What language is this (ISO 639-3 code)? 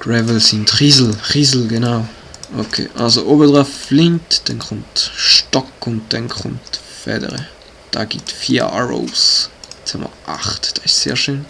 gsw